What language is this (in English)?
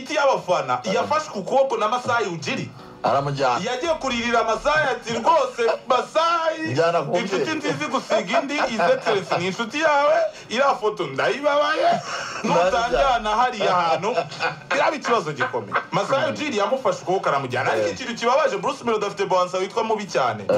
Kinyarwanda